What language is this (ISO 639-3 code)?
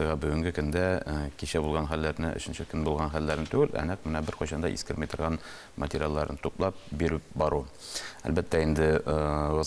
tat